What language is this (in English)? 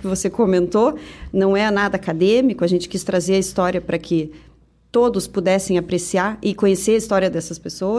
Portuguese